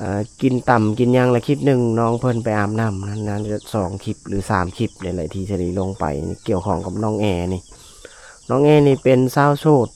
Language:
Lao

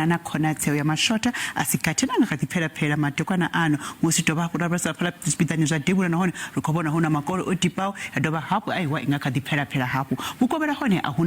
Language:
Venda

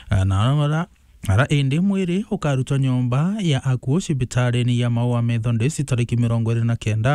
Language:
Meru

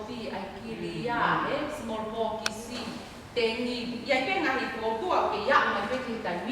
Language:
Tongan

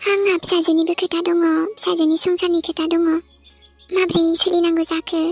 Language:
Bodo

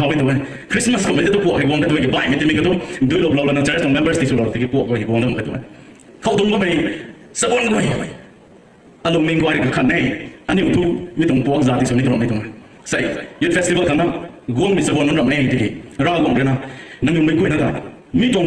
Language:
Rongmei Naga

